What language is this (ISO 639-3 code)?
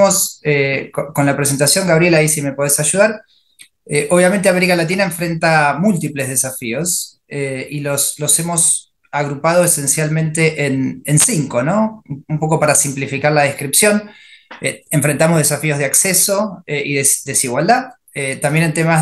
spa